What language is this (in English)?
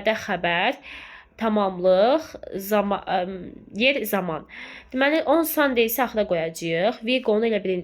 Azerbaijani